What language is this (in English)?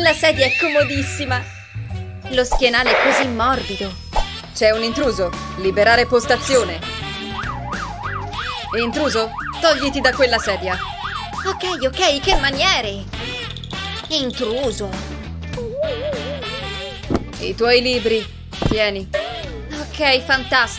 Italian